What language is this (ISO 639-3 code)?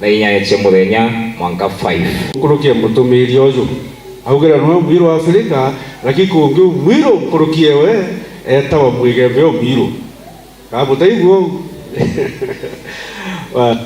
mer